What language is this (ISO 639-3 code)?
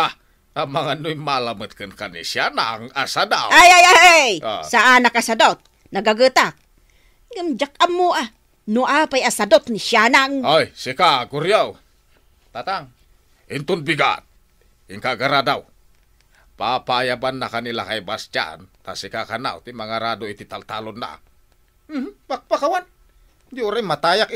ilo